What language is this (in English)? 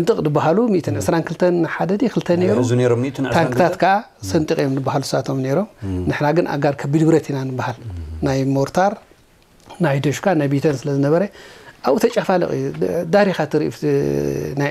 Tigrinya